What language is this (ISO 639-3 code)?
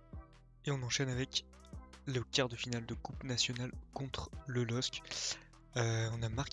fra